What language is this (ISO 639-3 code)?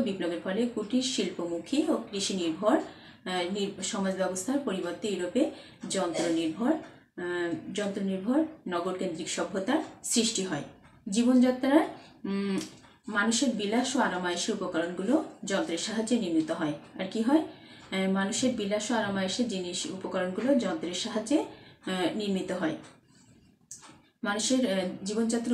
ben